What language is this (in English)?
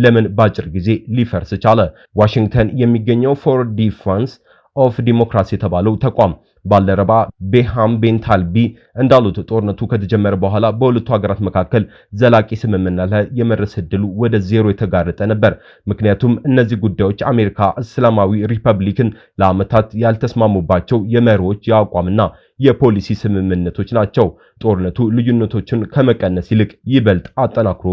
Amharic